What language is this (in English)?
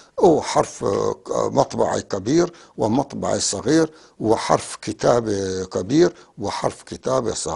North Levantine Arabic